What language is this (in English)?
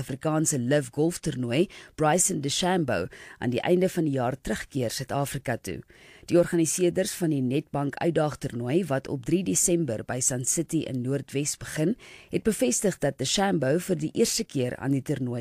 Afrikaans